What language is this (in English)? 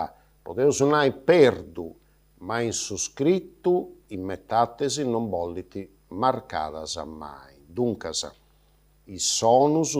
Sardinian